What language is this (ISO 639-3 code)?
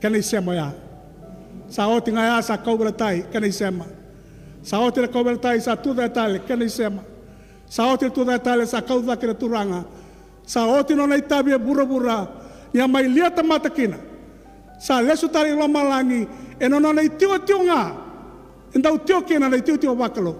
fij